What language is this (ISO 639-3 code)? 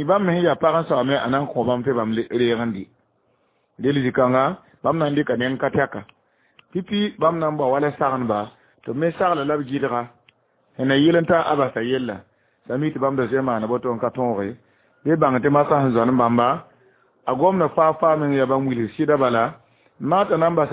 mos